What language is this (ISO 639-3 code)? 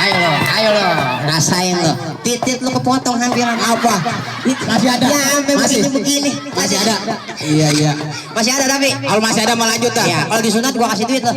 bew